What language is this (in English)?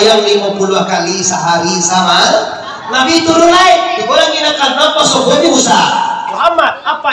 Minangkabau